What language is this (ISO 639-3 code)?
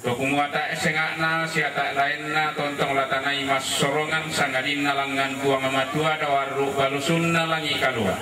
sda